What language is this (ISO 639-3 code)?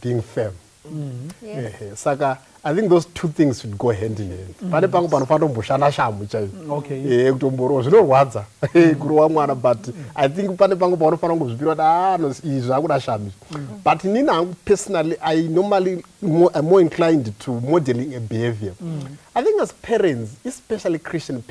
sna